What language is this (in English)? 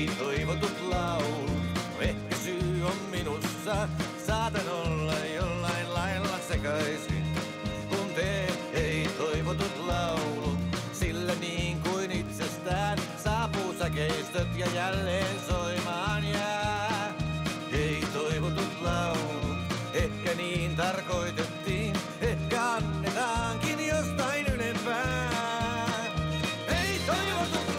Finnish